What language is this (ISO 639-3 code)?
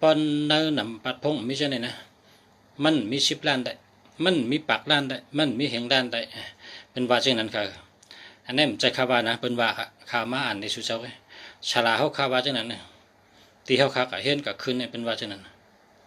shn